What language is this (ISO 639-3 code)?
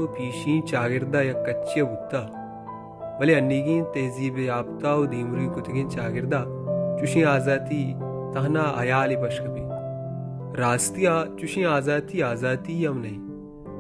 bal